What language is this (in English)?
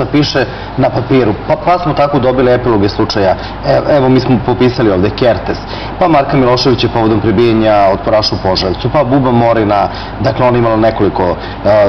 Serbian